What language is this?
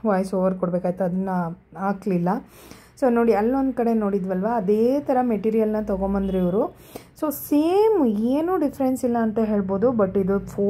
Kannada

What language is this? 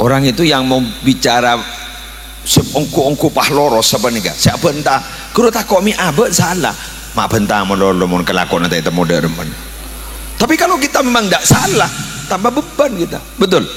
Madurese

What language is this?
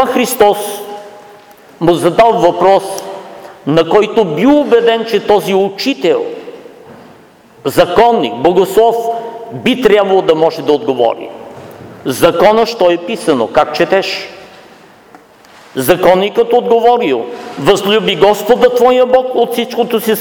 Bulgarian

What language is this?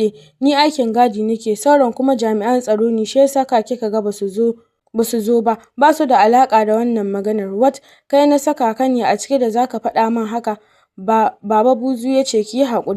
Hausa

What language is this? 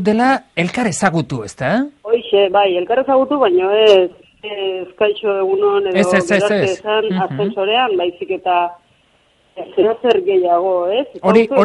Basque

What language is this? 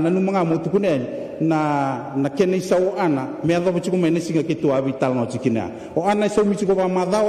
Fijian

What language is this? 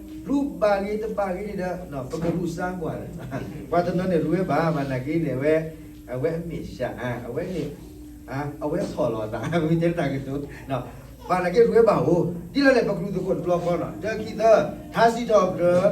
S'gaw Karen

